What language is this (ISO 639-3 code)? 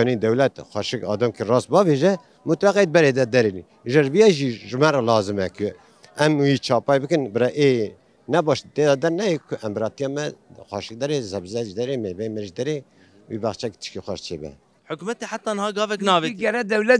kur